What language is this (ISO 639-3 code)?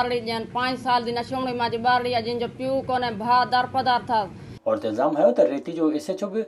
snd